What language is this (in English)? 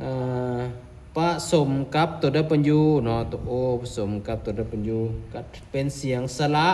Lao